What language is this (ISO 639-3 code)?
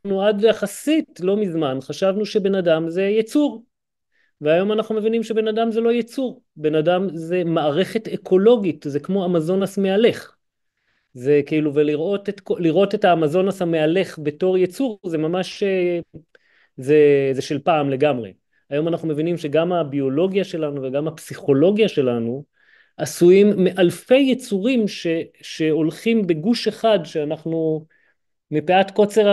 heb